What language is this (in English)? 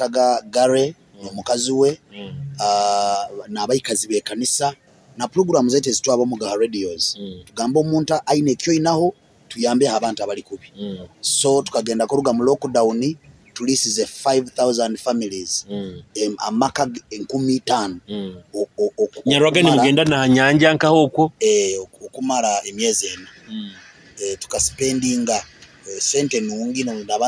Nyoro